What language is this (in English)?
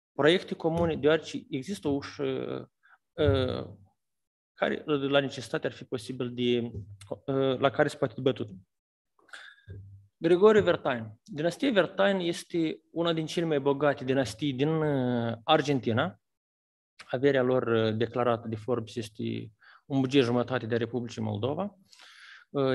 Romanian